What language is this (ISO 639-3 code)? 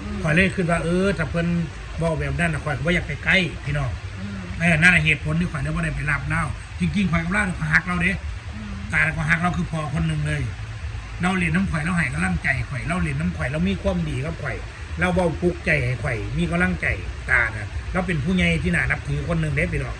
tts